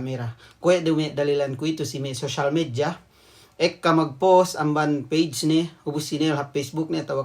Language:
Yakan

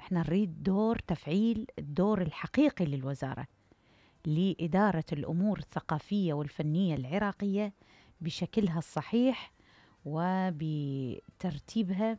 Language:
Mesopotamian Arabic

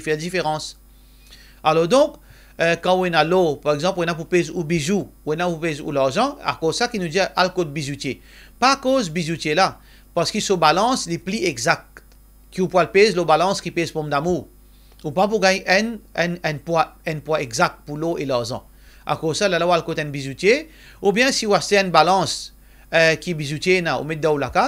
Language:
Morisyen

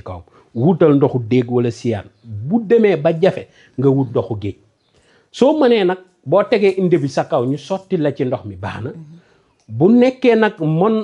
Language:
Wolof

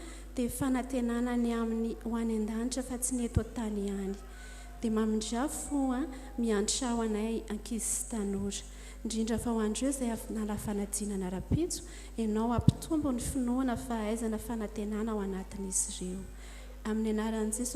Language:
Malagasy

